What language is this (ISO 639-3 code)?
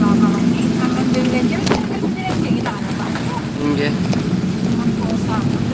bjn